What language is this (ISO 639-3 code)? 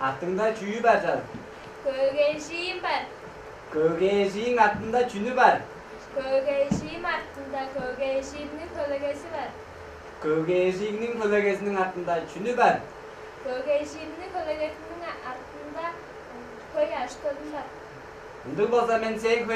tyv